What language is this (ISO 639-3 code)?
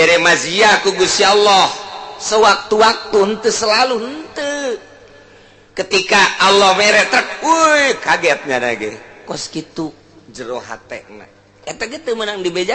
sun